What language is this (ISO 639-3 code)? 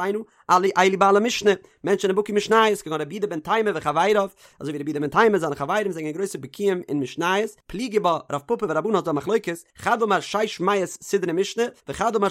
yid